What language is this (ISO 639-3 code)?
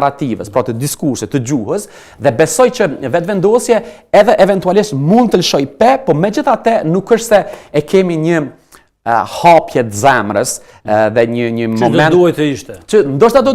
sqi